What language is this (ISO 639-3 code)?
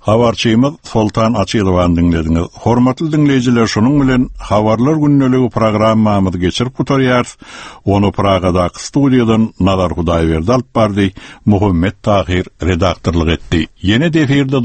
tuk